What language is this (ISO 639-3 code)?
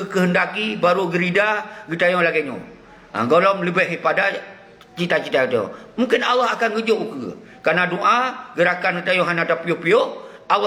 ace